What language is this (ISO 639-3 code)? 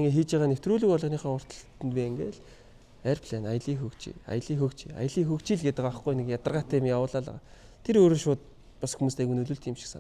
mon